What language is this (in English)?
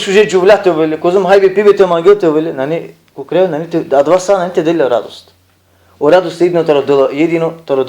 Balkan Romani